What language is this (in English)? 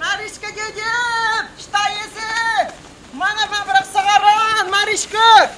Chuvash